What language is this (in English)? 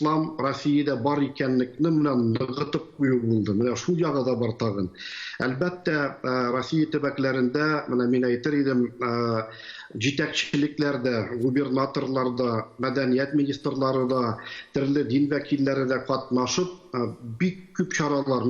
Tatar